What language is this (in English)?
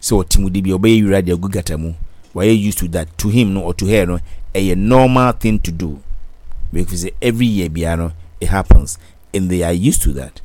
Akan